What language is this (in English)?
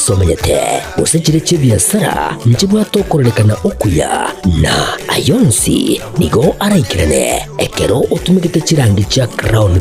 Gusii